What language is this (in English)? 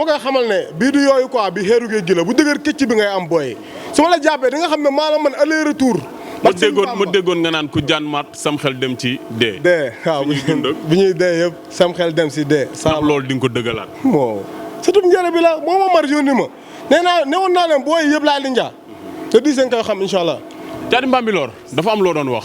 Wolof